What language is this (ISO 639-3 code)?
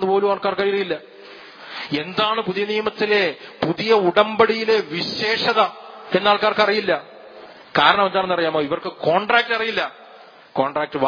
mal